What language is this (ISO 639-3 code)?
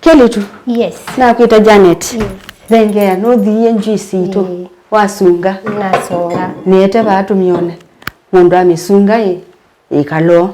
kam